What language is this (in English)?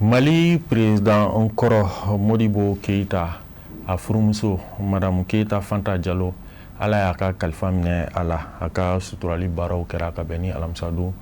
Bambara